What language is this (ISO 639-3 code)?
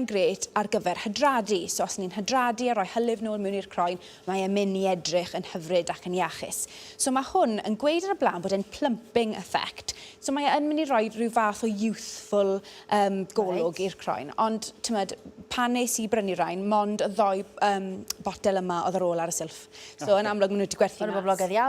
cym